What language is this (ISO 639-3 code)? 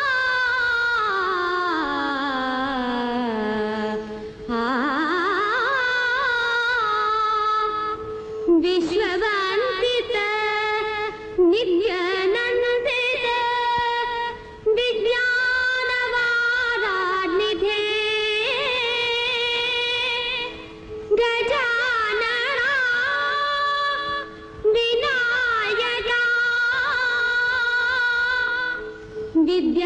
mal